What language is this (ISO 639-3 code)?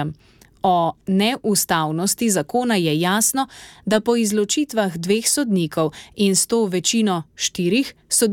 slv